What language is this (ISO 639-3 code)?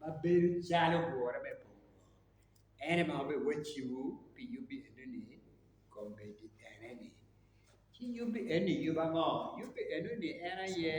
ach